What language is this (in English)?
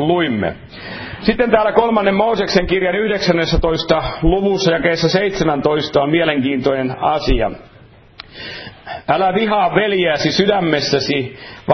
Finnish